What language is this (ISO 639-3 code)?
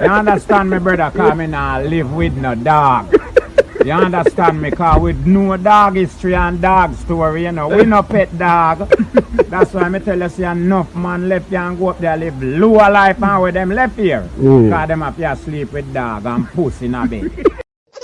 jam